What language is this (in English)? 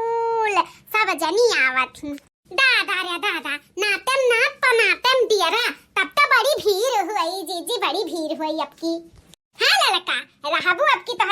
Bhojpuri